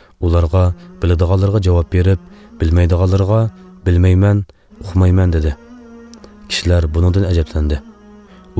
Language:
Uyghur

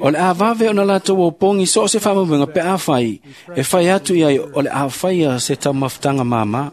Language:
Samoan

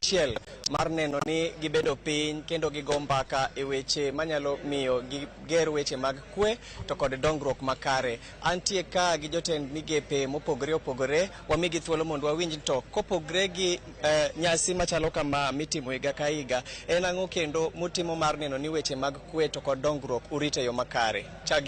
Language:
Luo (Kenya and Tanzania)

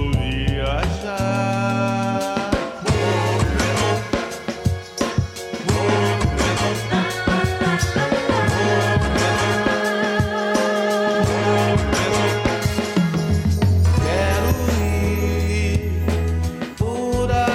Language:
English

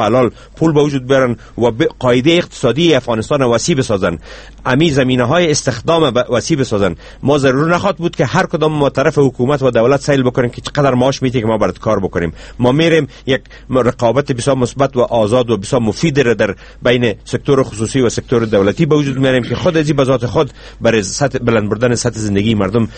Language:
Persian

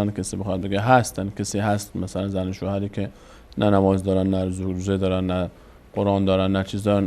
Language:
Persian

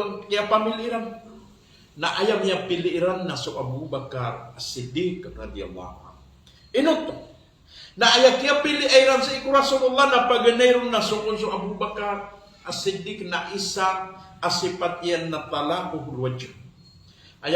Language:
Maranao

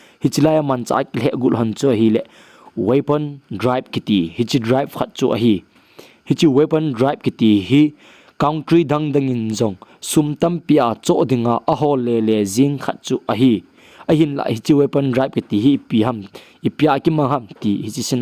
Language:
Thado Chin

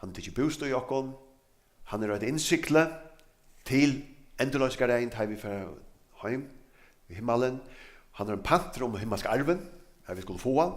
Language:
Faroese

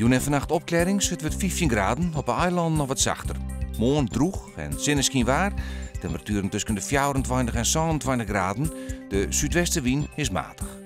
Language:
Western Frisian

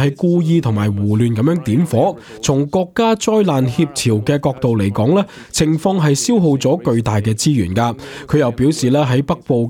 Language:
Cantonese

